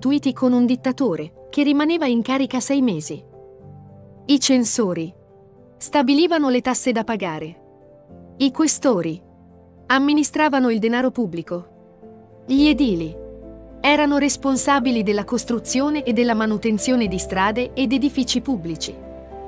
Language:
Italian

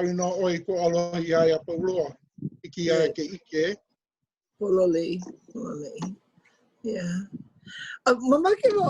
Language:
Hawaiian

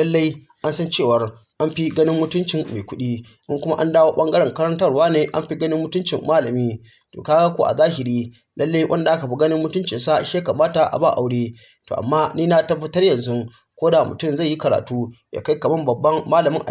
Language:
Hausa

